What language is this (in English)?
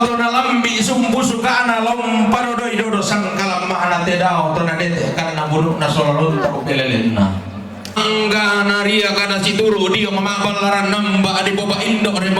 Toraja-Sa'dan